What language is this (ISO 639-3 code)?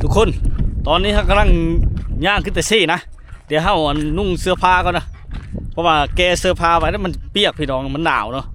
lao